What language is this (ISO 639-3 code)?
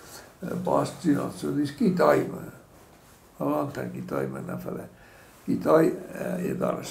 oss